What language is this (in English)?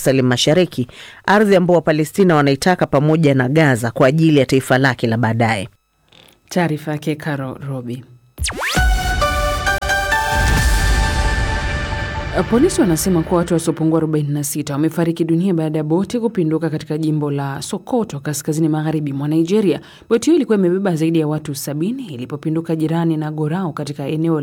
Swahili